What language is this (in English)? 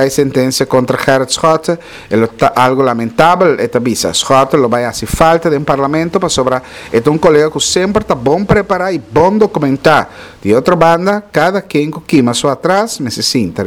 Papiamento